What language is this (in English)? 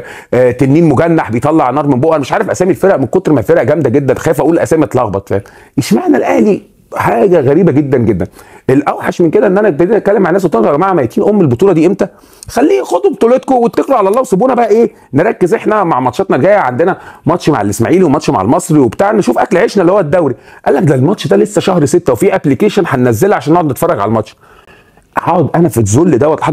Egyptian Arabic